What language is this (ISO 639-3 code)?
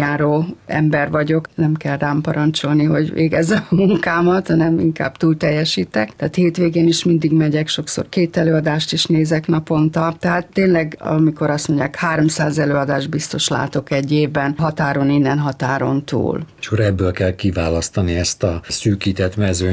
hun